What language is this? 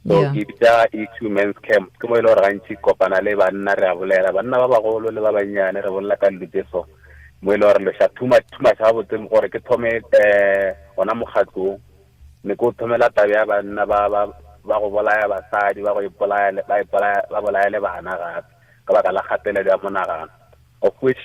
Northern Sotho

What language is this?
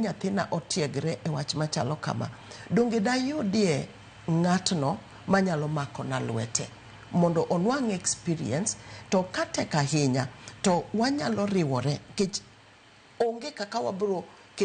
Luo (Kenya and Tanzania)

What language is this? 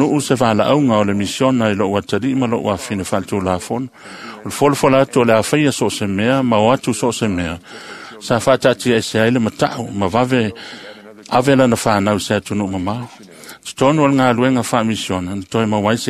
Samoan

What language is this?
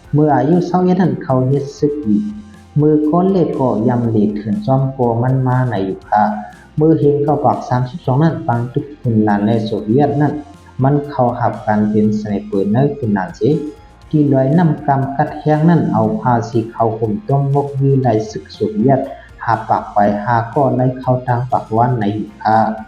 Shan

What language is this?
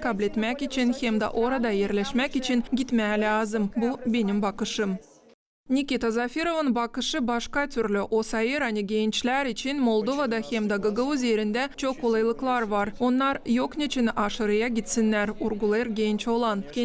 Gagauz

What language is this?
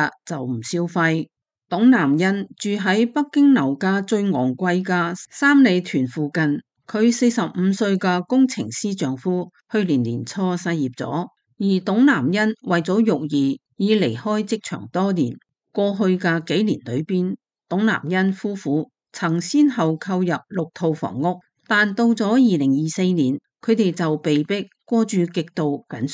Cantonese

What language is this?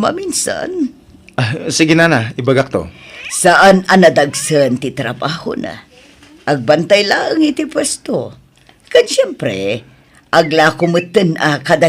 Iloko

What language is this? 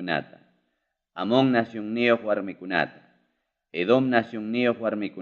Ayacucho Quechua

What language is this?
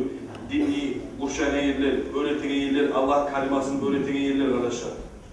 Kumyk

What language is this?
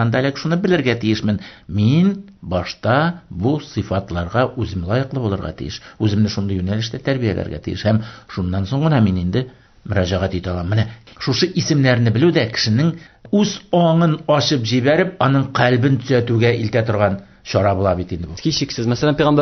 Tatar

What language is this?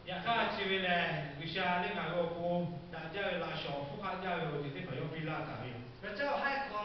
Lahu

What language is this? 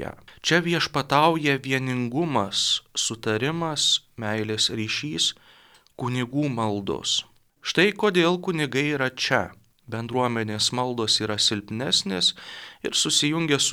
Lithuanian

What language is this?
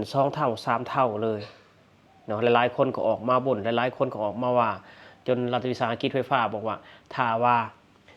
Lao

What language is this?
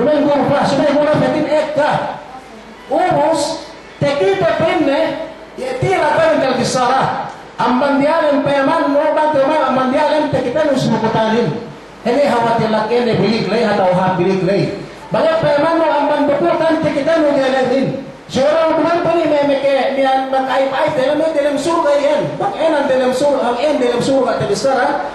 Yakan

